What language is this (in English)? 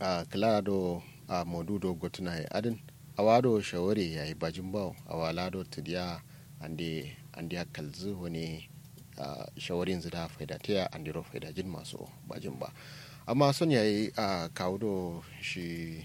Kanuri